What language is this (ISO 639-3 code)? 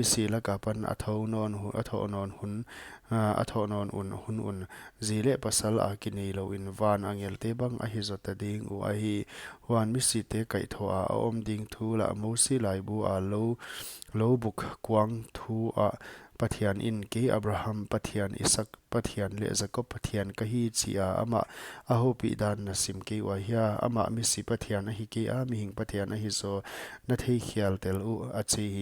pck